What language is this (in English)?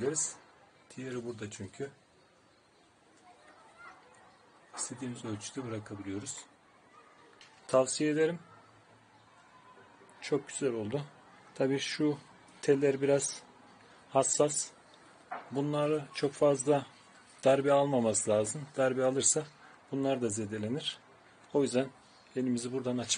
Turkish